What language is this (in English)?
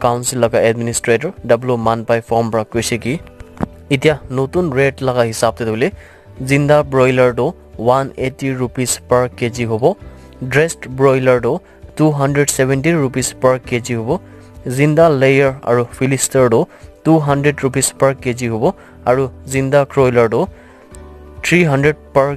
Naga Pidgin